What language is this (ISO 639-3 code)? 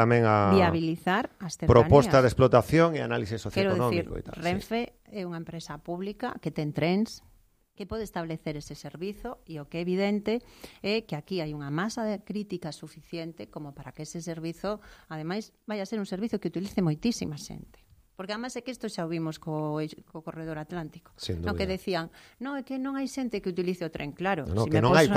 glg